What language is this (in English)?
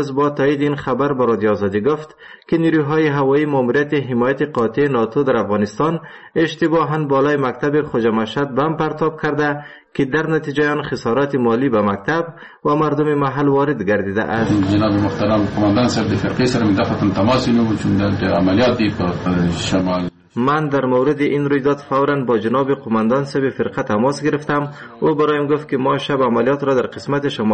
Persian